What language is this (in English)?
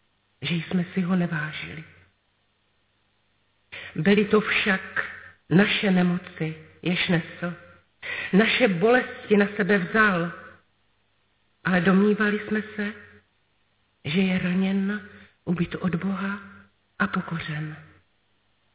Czech